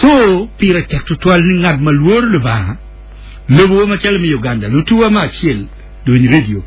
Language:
Acoli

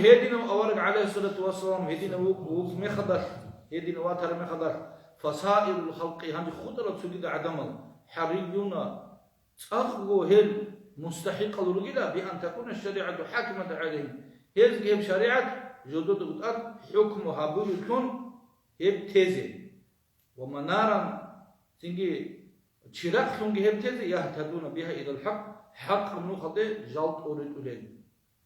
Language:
Avaric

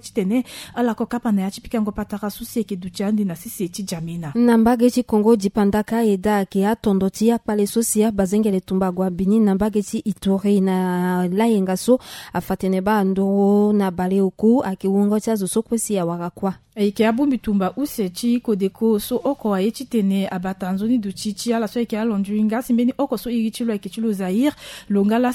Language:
Sango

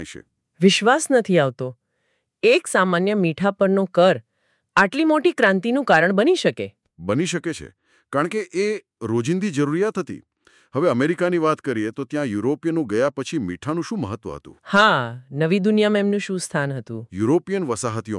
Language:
Gujarati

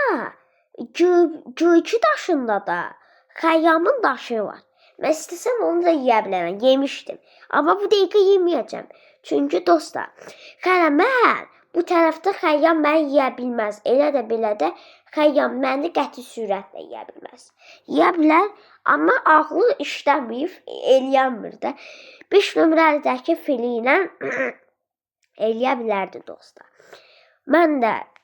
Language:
Azerbaijani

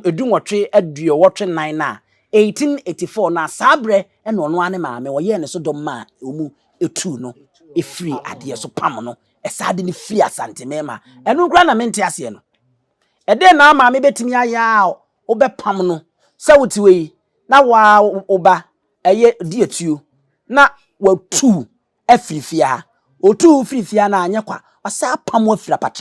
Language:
Akan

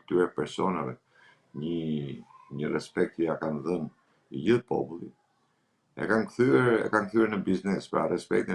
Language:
Albanian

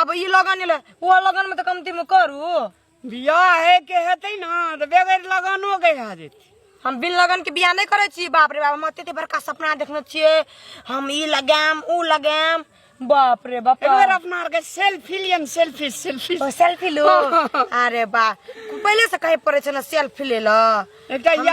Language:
Maithili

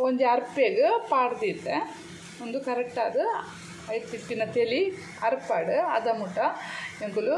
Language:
Tulu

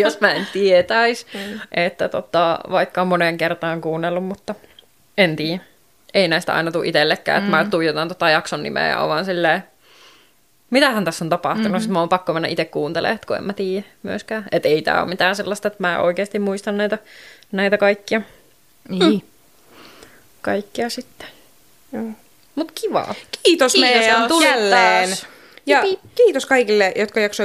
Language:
Finnish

